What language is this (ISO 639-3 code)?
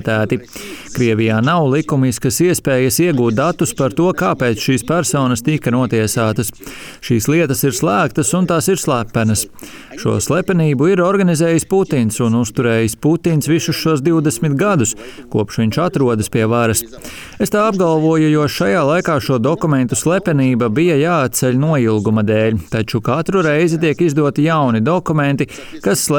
lav